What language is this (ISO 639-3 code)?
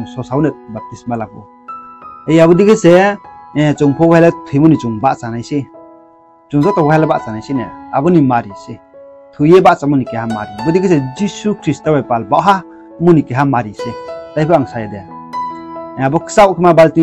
ria